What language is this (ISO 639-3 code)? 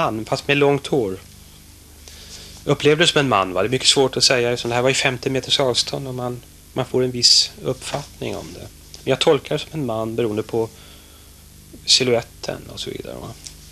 swe